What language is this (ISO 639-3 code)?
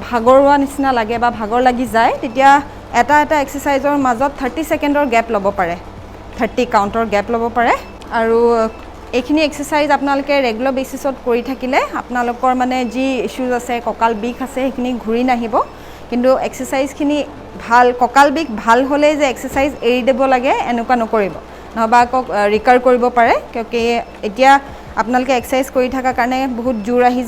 asm